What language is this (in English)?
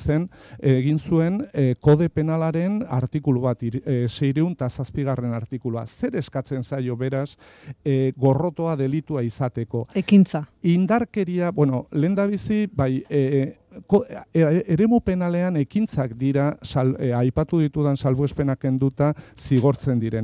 Basque